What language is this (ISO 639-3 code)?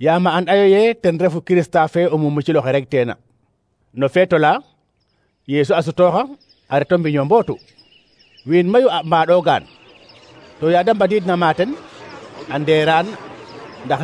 srr